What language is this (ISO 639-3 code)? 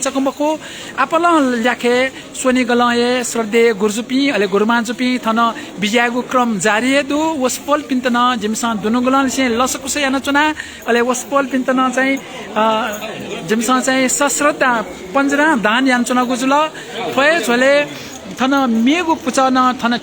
new